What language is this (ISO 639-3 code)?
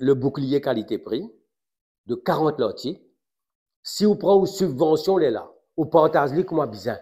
mfe